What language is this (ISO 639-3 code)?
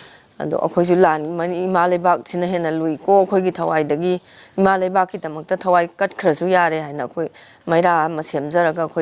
mni